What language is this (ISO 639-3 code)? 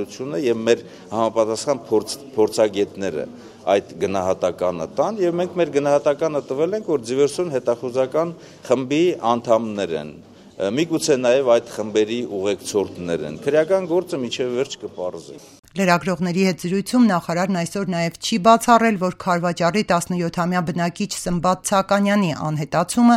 hye